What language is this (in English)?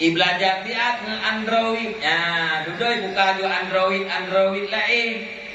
Achinese